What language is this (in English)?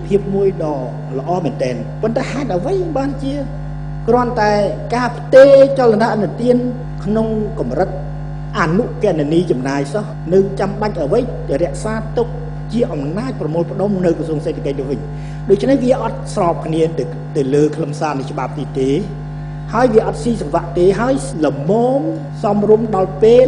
Khmer